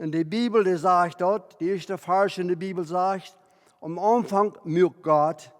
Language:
Plautdietsch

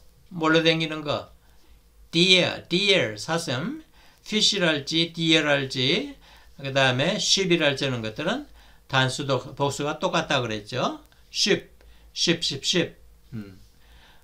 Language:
Korean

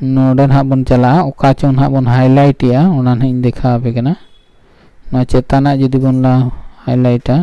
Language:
Santali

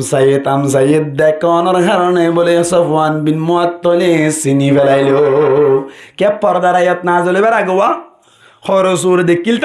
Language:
Rohingya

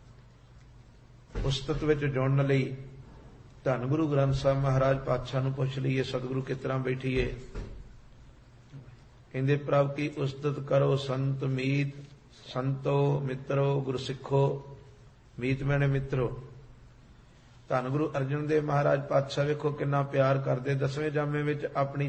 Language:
Punjabi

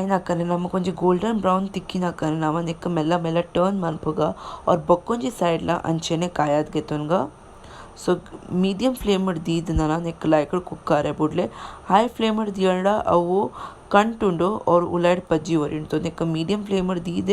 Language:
Tulu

